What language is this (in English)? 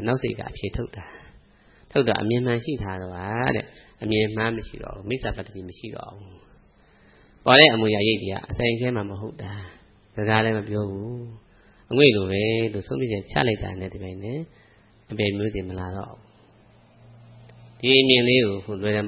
Burmese